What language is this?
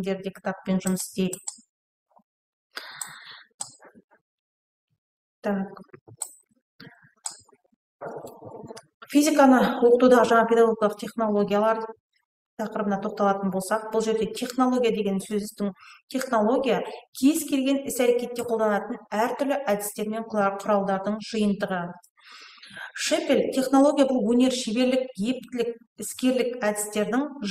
Kazakh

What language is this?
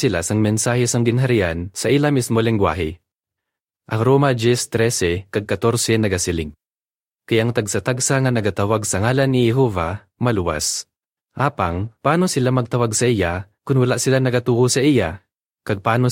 Hiligaynon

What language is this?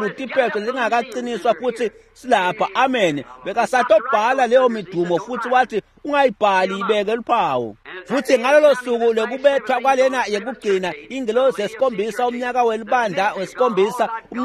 Swati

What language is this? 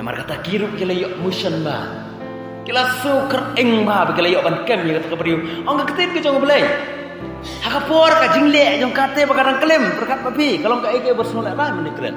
Khasi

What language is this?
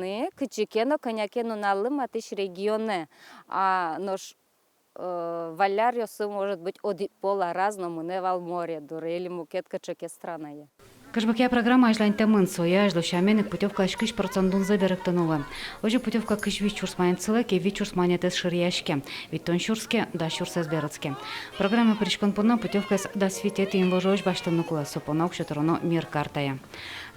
Udmurt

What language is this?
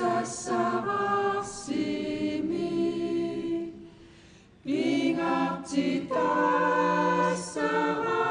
Kalaallisut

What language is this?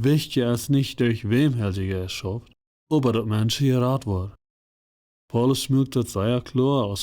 Plautdietsch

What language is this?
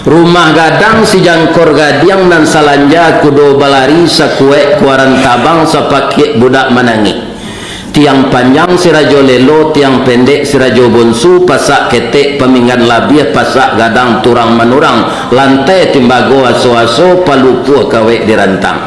Minangkabau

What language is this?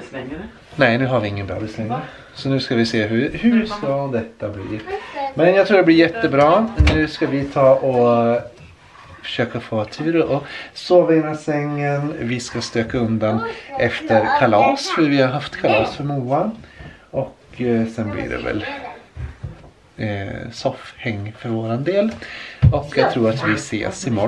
Swedish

